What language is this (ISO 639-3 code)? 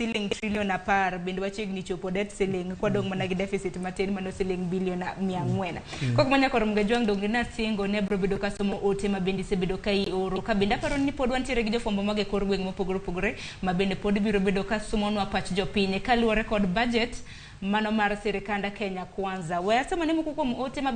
luo